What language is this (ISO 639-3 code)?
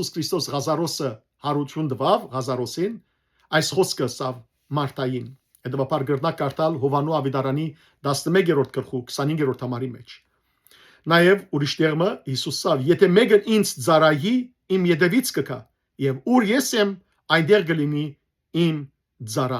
hyw